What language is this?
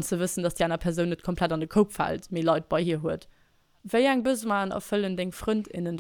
Luxembourgish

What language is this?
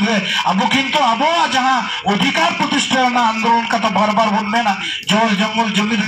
Santali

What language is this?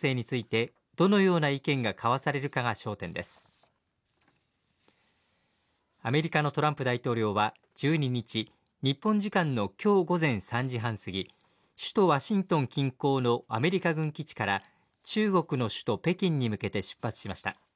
Japanese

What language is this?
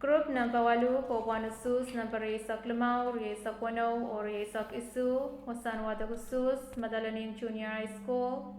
Pohnpeian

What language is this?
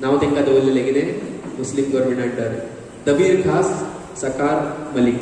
Konkani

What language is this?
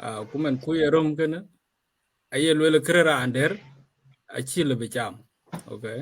Dinka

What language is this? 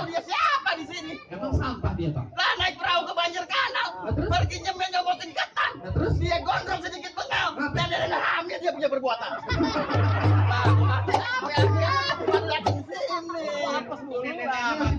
Betawi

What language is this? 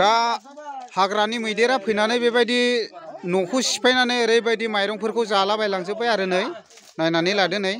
Bodo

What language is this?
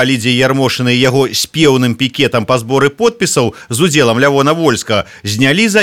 Belarusian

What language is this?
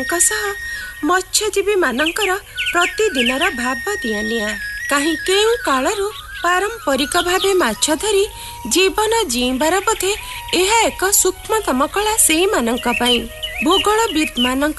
Odia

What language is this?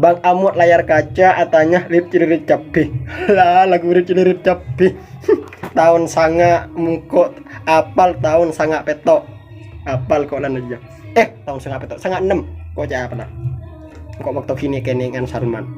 Madurese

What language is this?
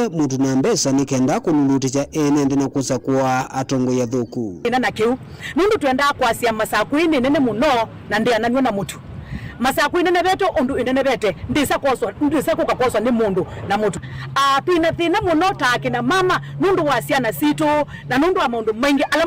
Kamba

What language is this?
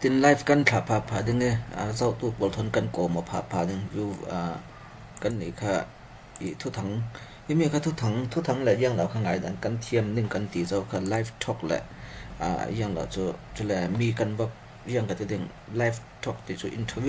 Falam Chin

